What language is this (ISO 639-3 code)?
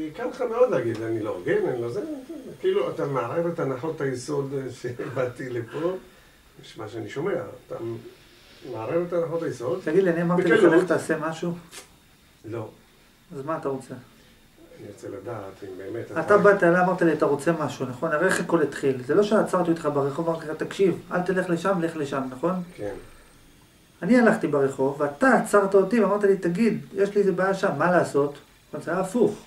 heb